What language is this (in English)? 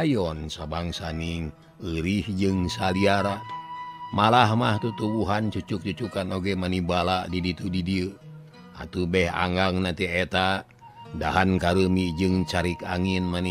Sundanese